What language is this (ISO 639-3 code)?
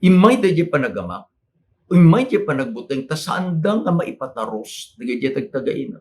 ilo